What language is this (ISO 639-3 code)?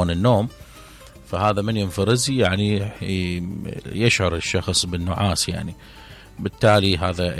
acm